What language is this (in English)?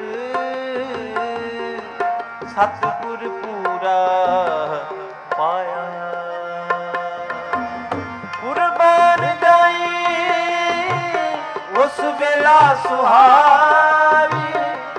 Punjabi